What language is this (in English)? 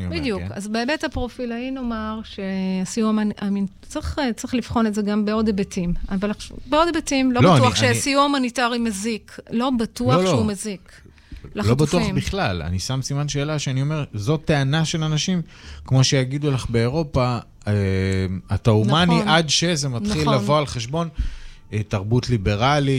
Hebrew